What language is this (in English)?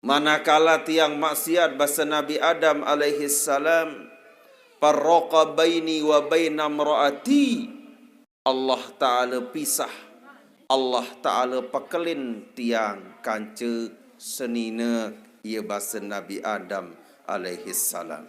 Sasak